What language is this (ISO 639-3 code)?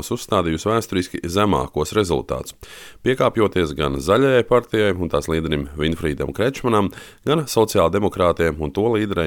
lav